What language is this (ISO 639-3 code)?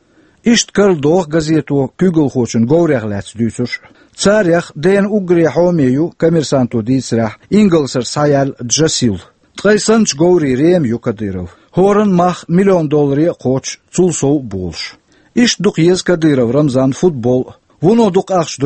che